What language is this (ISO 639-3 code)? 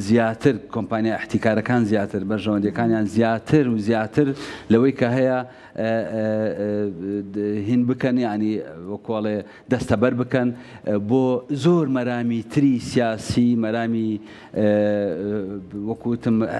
ckb